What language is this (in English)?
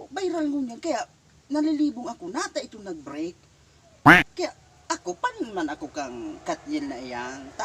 Bikol